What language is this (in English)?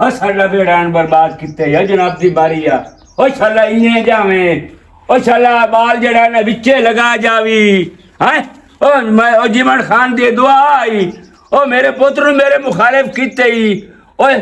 Western Panjabi